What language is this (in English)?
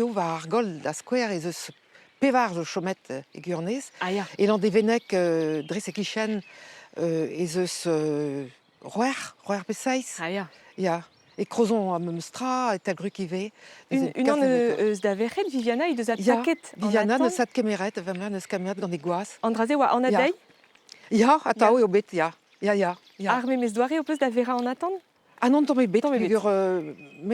Breton